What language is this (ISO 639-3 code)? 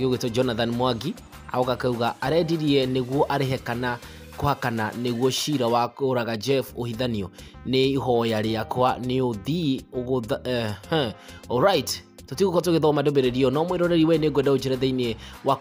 kik